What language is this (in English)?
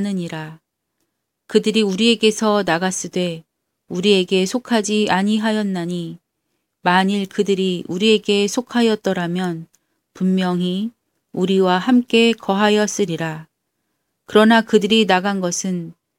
Korean